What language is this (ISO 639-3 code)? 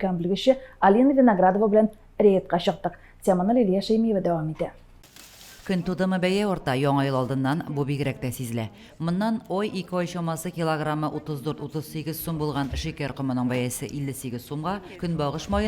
tat